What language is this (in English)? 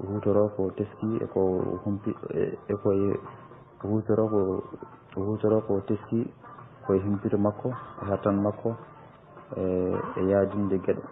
Fula